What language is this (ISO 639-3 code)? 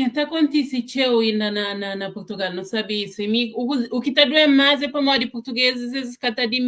kea